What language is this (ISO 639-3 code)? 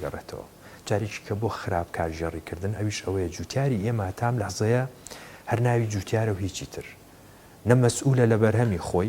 ckb